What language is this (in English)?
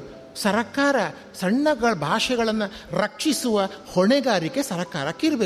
Kannada